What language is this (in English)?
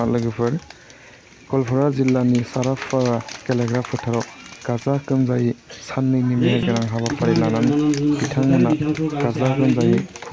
Bodo